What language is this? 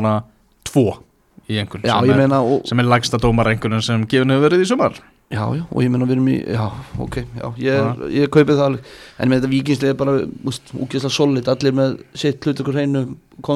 Icelandic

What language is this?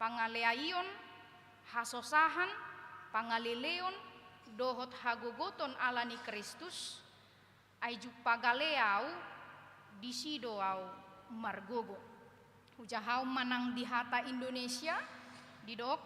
Batak Toba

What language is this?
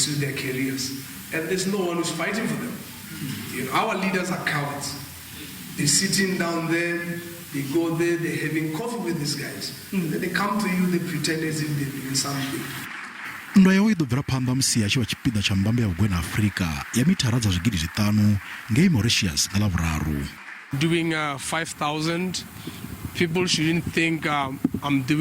Venda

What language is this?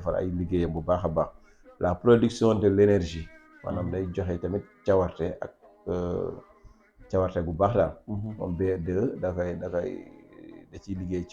Wolof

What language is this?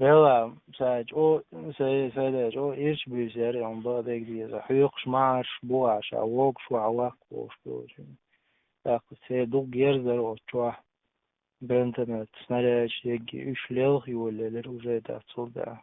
Chechen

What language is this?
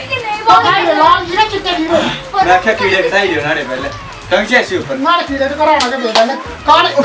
Dogri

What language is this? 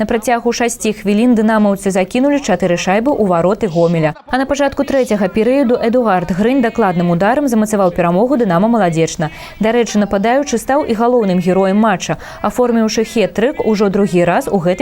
Belarusian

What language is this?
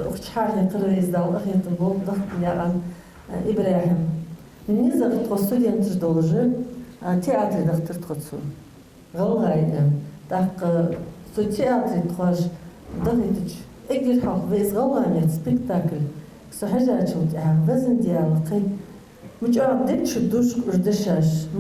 Ingush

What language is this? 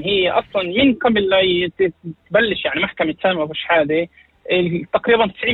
North Levantine Arabic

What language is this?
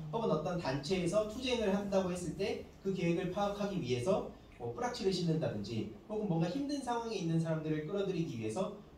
Korean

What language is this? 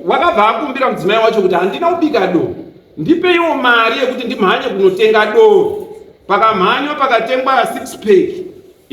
Shona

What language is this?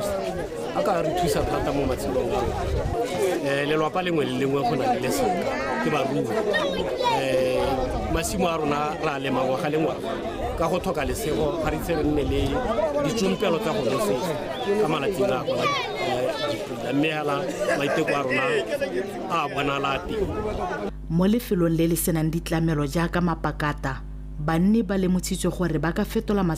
Tswana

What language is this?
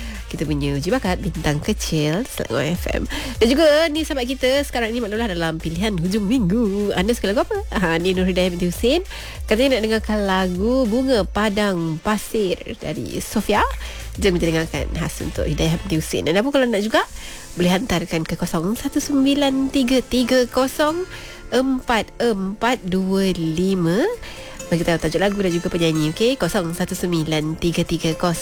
Malay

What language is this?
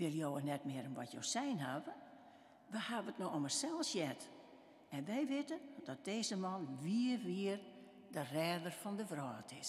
Western Frisian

